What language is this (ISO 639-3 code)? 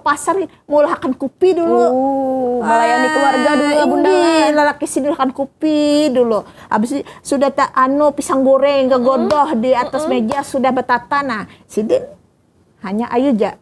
bjn